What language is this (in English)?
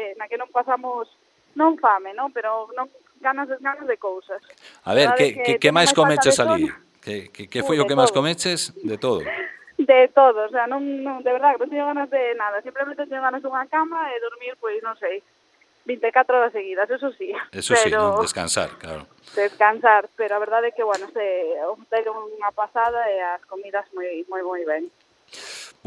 Galician